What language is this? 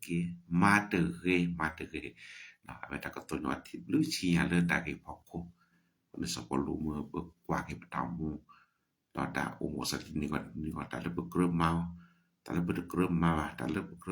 S'gaw Karen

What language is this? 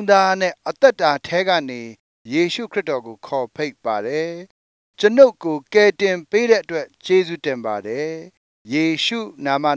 Burmese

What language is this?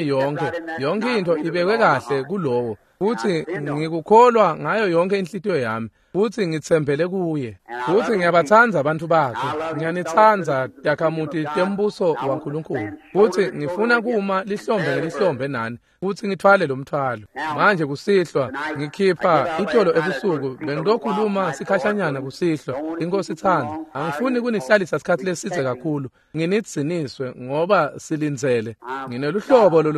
Swati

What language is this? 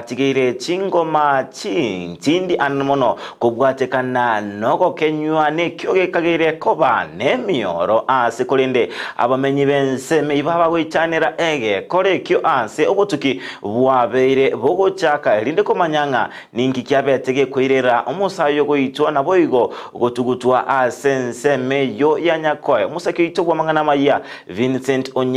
Gusii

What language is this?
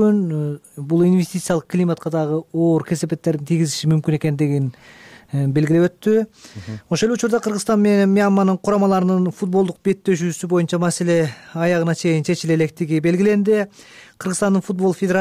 Kyrgyz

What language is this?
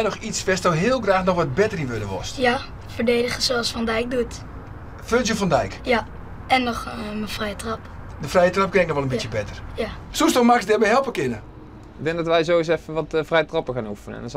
Western Frisian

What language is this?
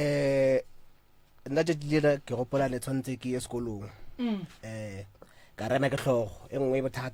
Northern Sotho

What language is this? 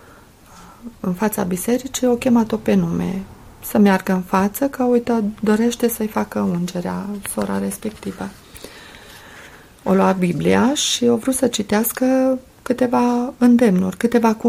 Romanian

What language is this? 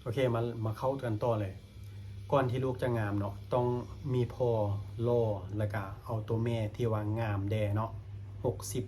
Lao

